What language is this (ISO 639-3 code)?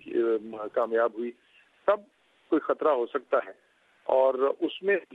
urd